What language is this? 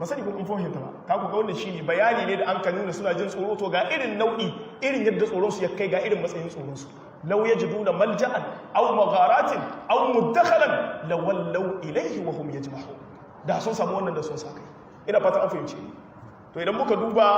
Hausa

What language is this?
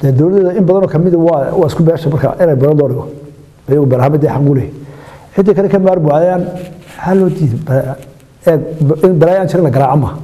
Somali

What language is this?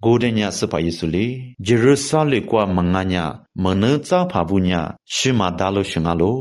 Lisu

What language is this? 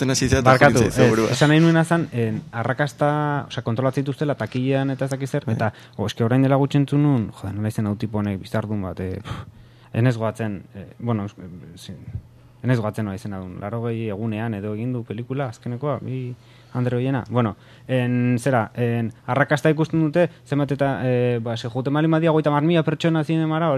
Basque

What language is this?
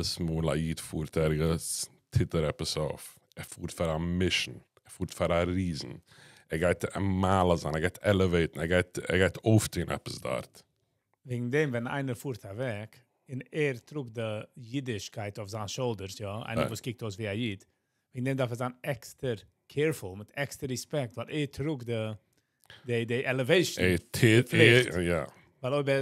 Yiddish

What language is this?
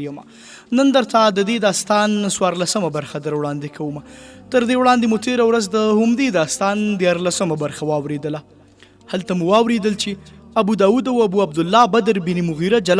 Pashto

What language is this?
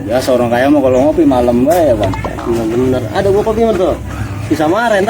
Betawi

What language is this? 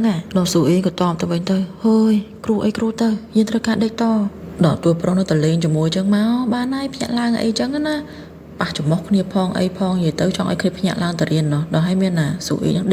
Khmer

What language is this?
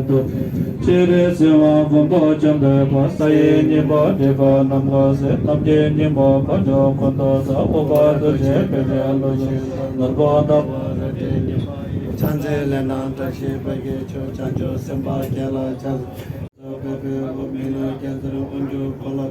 Tibetan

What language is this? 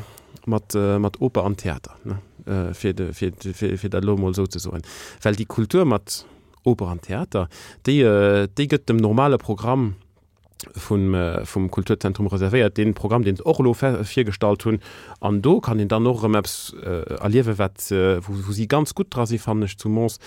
Luxembourgish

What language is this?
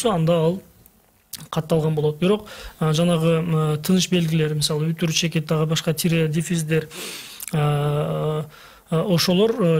Kyrgyz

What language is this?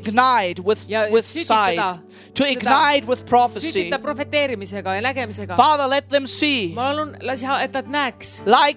Estonian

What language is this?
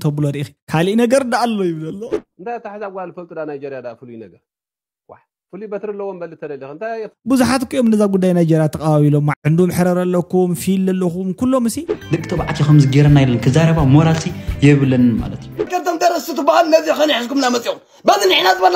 Tigrinya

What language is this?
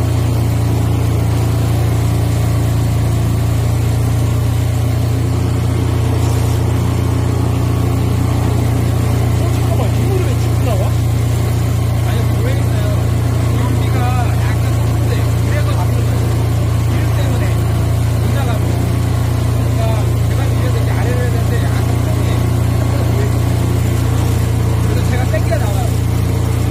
Korean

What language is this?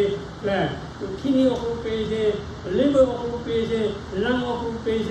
Lahu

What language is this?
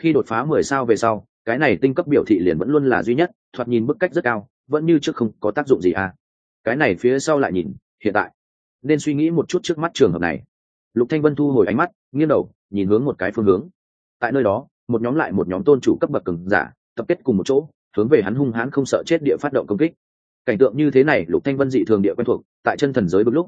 Vietnamese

